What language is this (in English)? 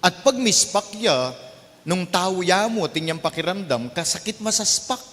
Pampanga